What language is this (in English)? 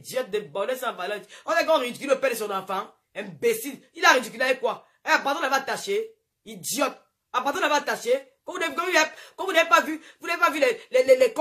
French